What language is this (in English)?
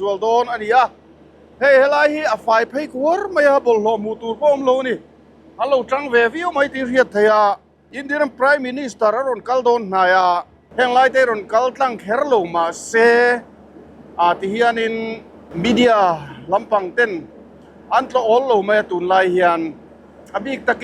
Mizo